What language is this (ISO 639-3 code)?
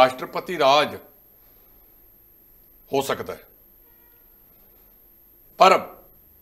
pan